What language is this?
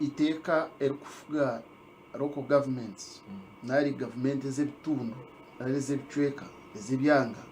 Nyankole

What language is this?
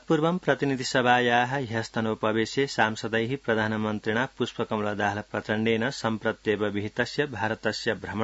Sanskrit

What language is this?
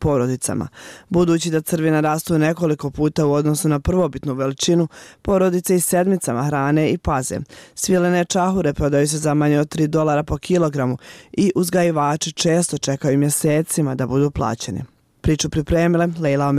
Bosnian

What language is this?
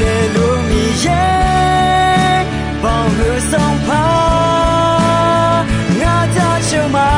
Akha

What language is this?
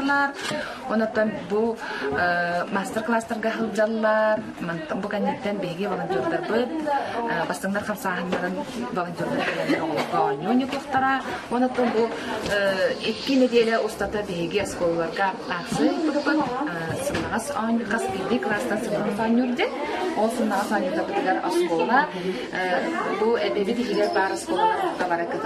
Yakut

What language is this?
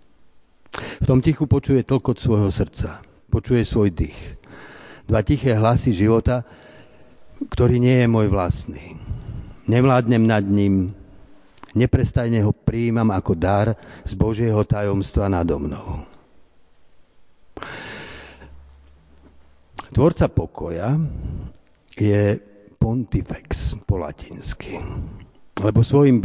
Slovak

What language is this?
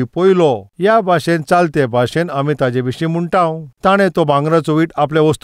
Konkani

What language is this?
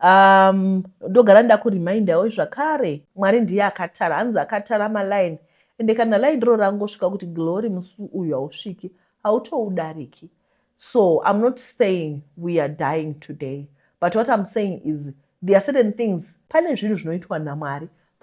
Shona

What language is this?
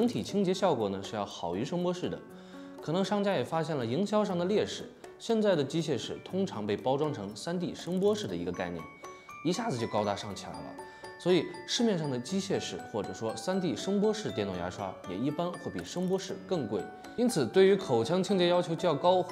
Chinese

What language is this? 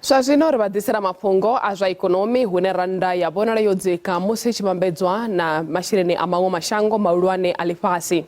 Venda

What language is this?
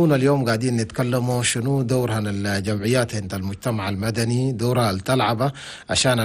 Chadian Arabic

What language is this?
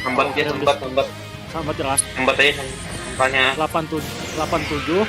Banjar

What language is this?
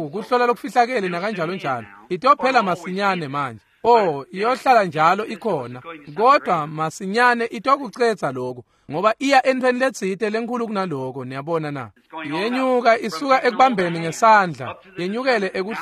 Swati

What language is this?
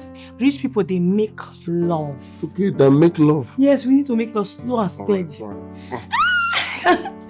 Nigerian Pidgin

